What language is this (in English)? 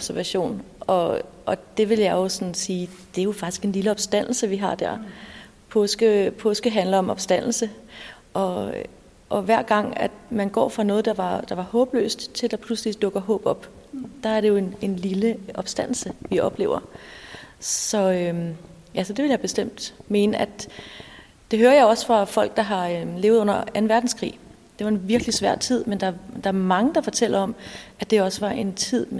Danish